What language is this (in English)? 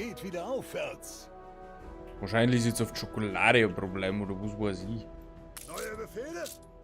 Bavarian